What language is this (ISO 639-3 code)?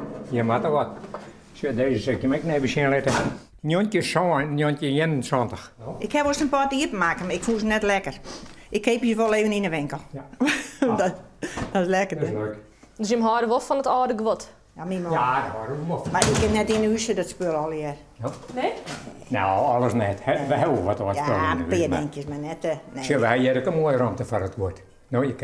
fry